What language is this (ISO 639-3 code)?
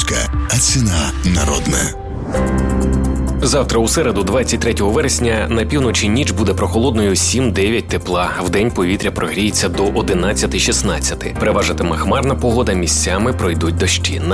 ukr